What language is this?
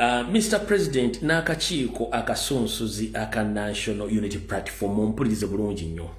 Ganda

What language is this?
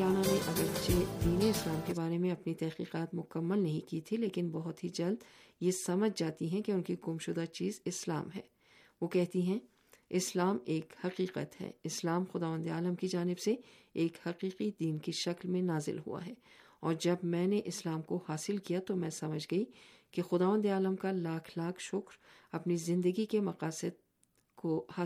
Urdu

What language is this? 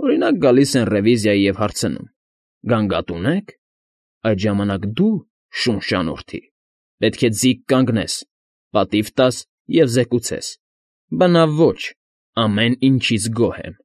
Armenian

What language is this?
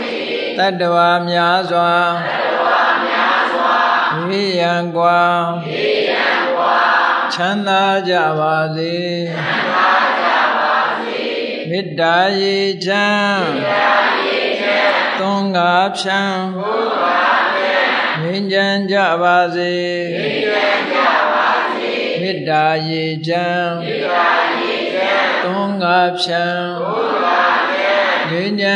Burmese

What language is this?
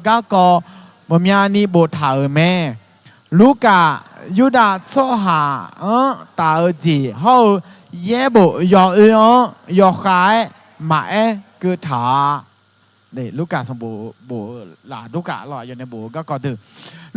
Akha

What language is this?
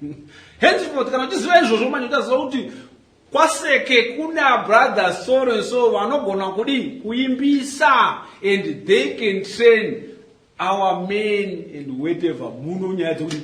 Shona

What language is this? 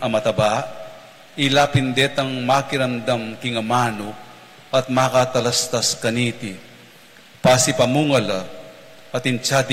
Pampanga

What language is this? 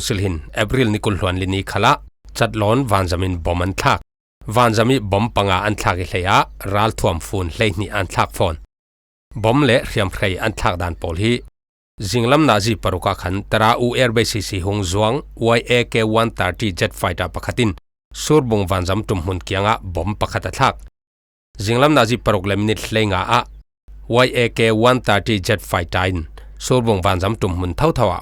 Falam Chin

